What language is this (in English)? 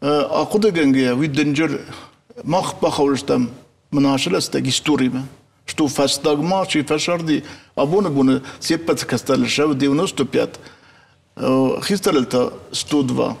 Ossetic